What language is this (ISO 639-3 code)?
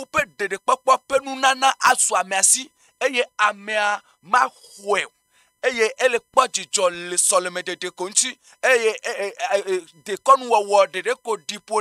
ewe